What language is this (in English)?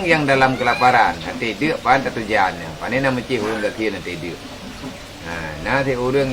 Achinese